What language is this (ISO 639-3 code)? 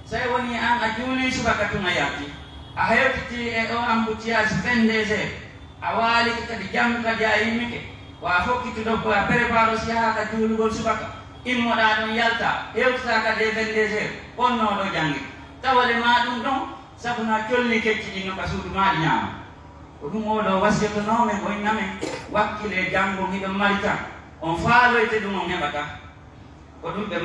fuf